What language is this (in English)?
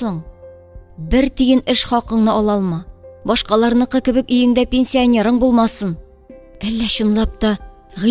Tatar